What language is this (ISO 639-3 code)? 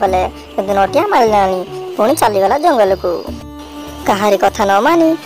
ori